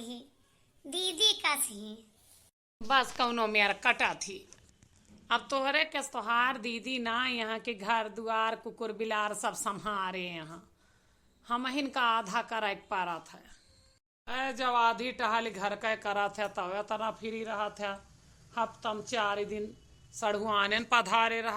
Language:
Awadhi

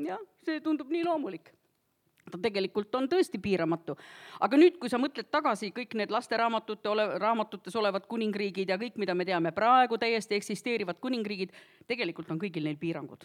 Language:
Estonian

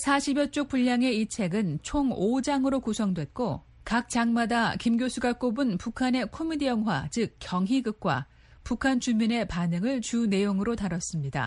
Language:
Korean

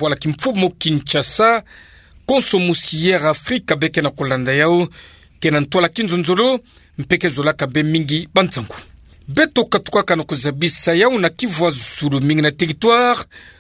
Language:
Kituba (Democratic Republic of Congo)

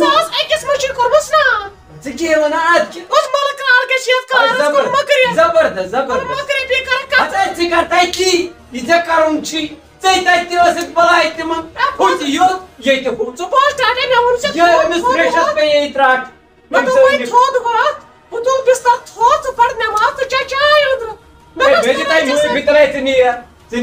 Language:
Kashmiri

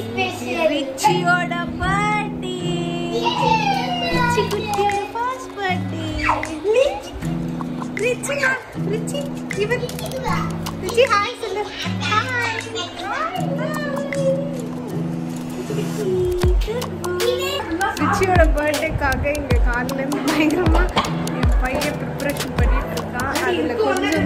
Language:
Tamil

